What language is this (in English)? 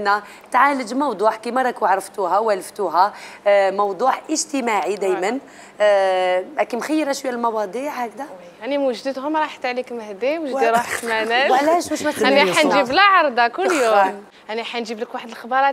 Algerian Arabic